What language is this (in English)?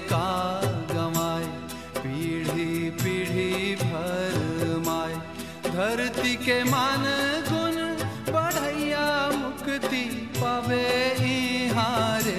Chhattisgarhi